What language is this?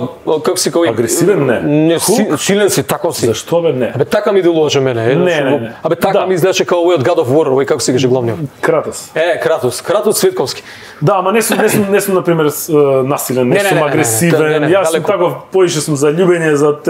Macedonian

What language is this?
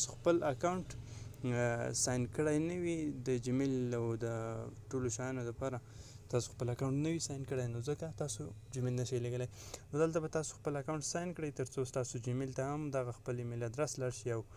Pashto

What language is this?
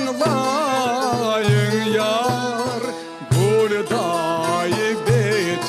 Crimean Tatar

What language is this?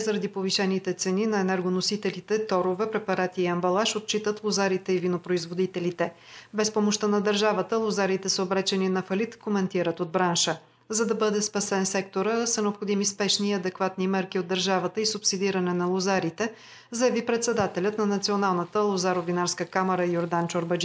Bulgarian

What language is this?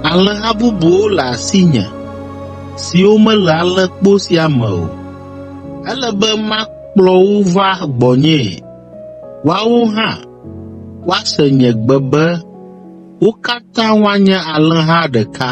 Ewe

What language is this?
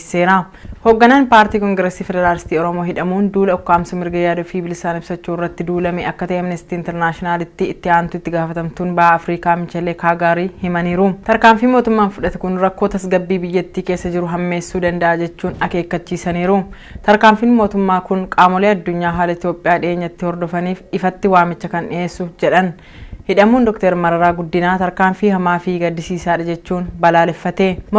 Oromo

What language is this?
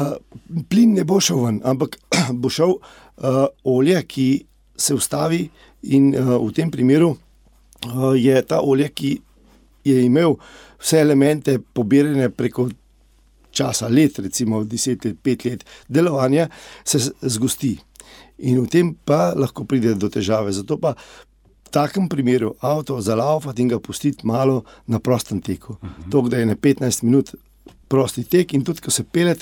Slovenian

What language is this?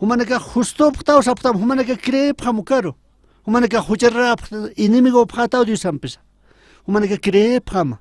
Aymara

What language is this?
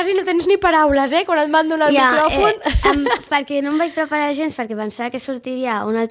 Catalan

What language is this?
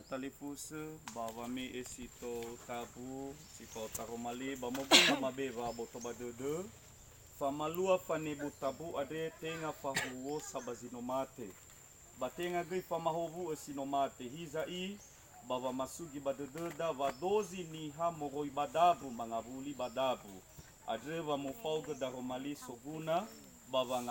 Nias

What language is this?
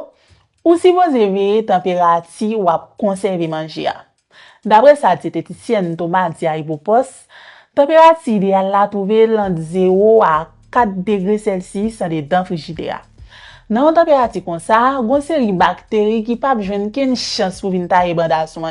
Haitian Creole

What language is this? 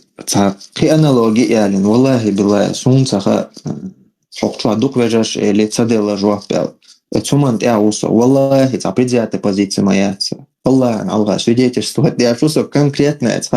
Chechen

